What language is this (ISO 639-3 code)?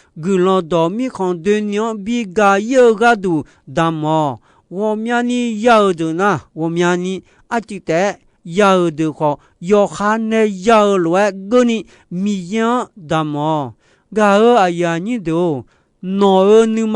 ahk